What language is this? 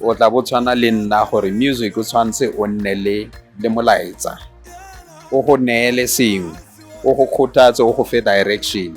Tswana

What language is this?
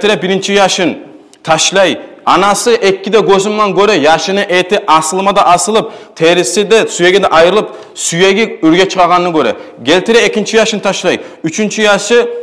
Kumyk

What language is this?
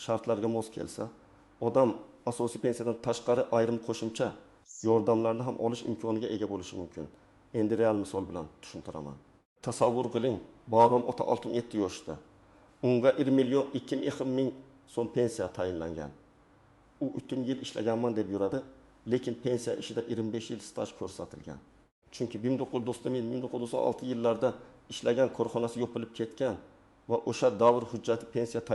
Uzbek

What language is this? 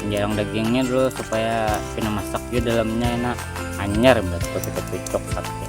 Banjar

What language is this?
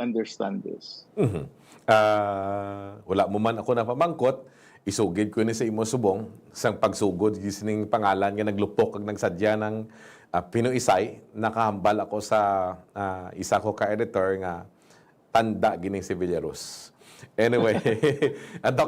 Hiligaynon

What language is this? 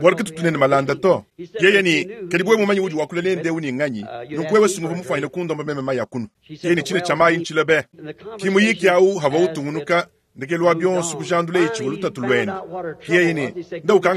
Luba-Lulua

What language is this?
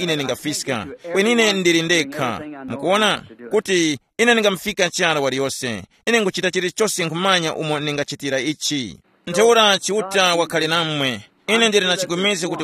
Tumbuka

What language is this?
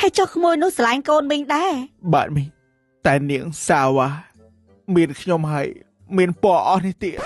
Khmer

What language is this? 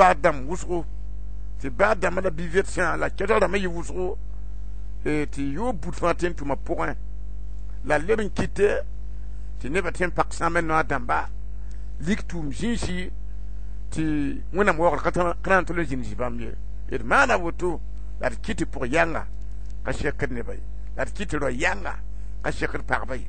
Mossi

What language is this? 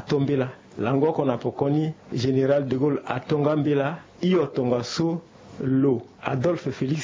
Sango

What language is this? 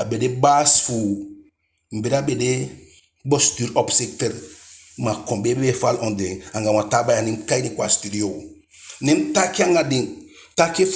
Eastern Maroon Creole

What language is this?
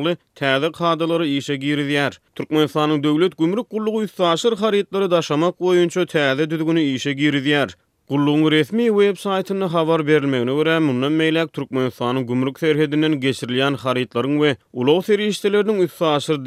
Turkmen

